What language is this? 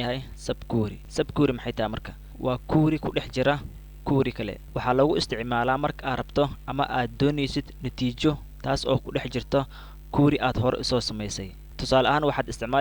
Somali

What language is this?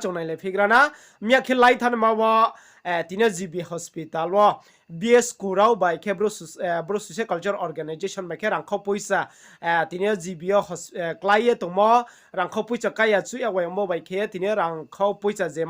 Riang (India)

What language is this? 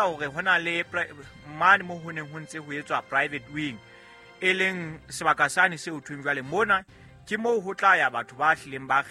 Southern Sotho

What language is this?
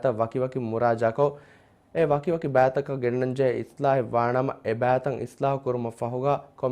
Divehi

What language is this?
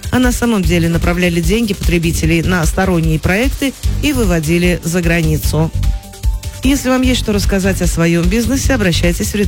Russian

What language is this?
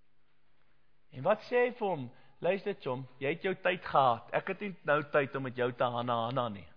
Afrikaans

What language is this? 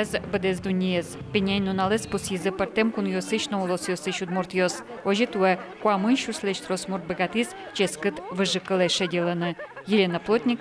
Udmurt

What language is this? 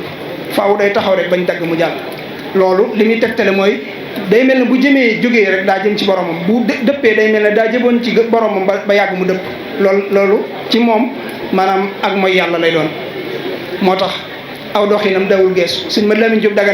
Wolof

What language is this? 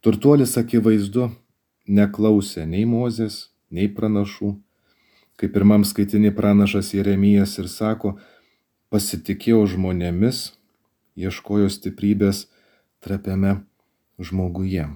Lithuanian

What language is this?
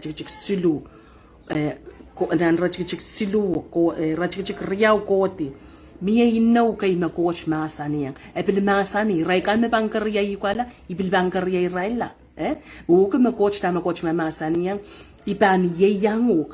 Pohnpeian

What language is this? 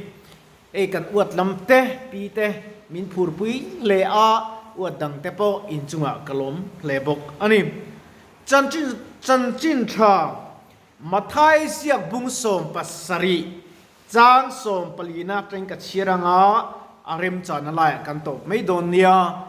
Mizo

